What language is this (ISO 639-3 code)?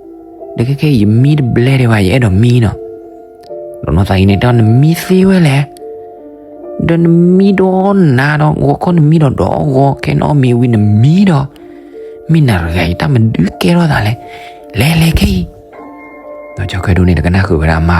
ksw